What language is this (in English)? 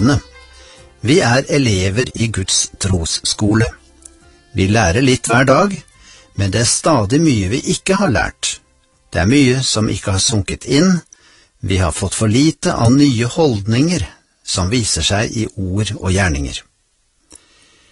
Norwegian